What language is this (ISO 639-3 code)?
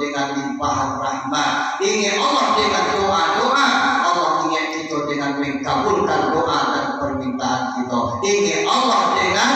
min